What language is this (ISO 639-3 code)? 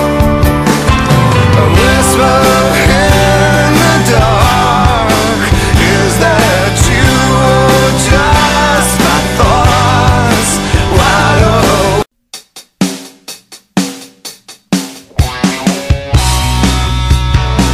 eng